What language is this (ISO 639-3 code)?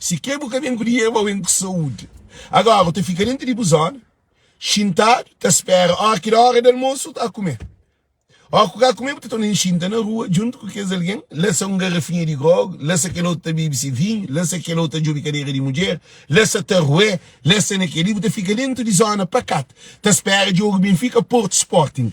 kea